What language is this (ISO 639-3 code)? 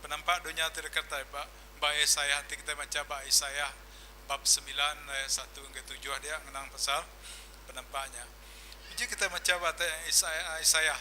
iba